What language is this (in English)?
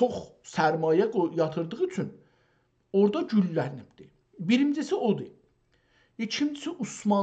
South Azerbaijani